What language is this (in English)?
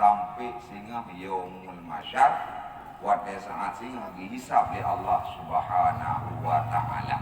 Achinese